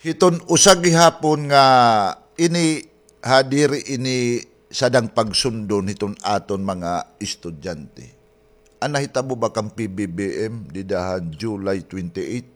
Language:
Waray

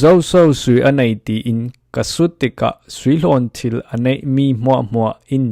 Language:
Falam Chin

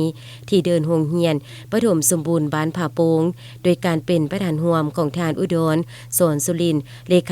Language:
Lao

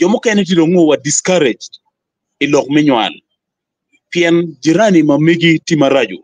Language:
Acoli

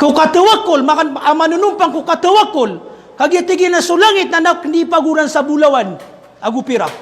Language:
Maranao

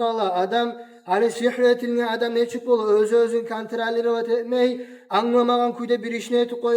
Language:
Kumyk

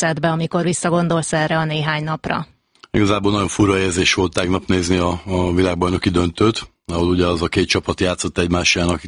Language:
Hungarian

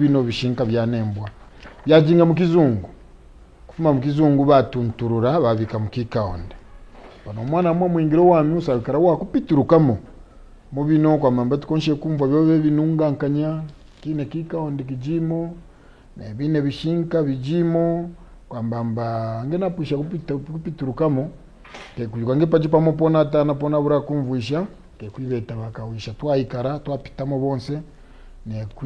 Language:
Kaonde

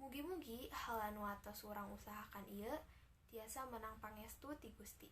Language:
Sundanese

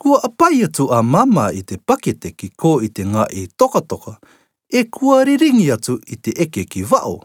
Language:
Rarotongan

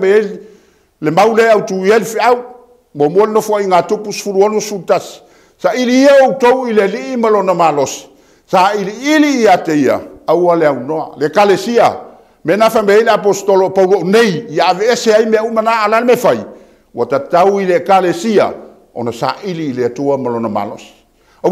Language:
Samoan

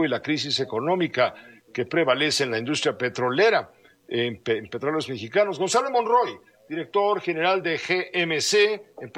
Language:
Spanish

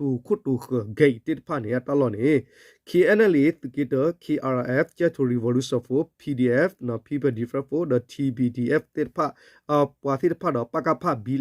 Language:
S'gaw Karen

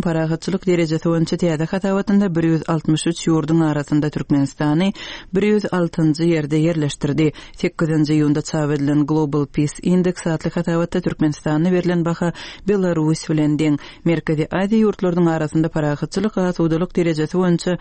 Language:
Turkmen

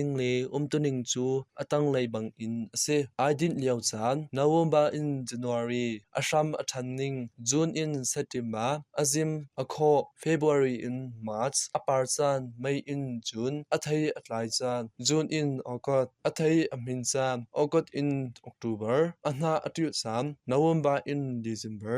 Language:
Hakha Chin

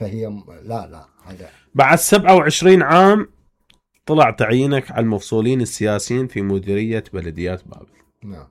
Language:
Mesopotamian Arabic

